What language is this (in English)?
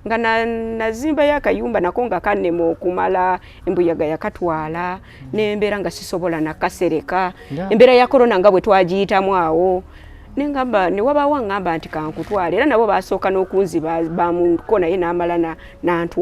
Ganda